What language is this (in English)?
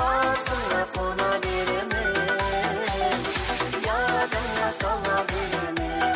Kara-Kalpak